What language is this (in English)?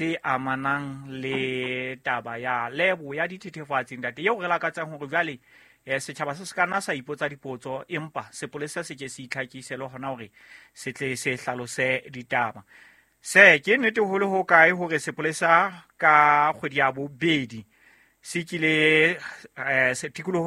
Southern Sotho